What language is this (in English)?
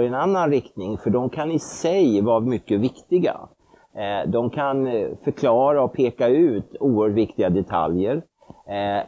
Swedish